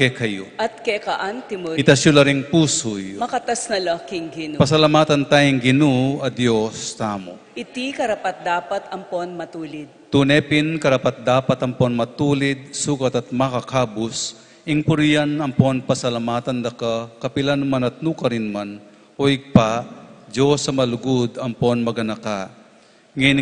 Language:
Pampanga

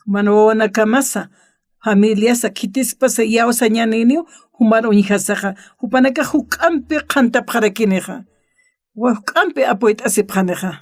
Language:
Aymara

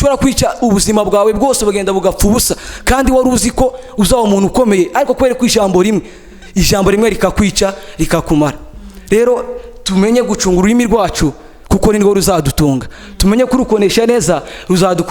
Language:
Kinyarwanda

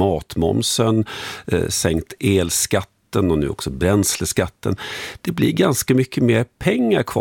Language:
Swedish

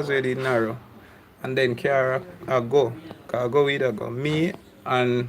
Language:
Jamaican Creole English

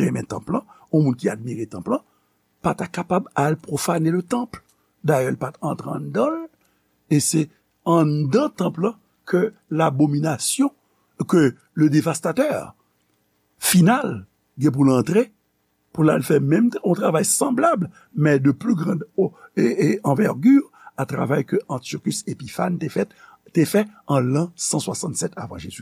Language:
Haitian Creole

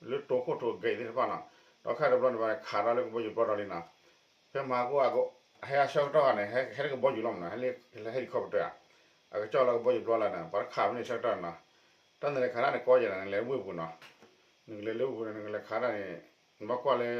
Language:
S'gaw Karen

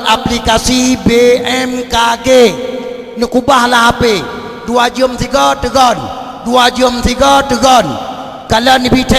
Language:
Achinese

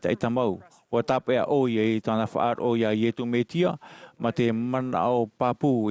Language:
Tahitian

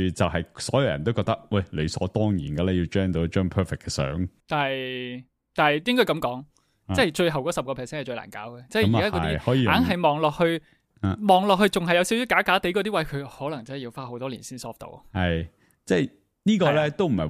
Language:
Cantonese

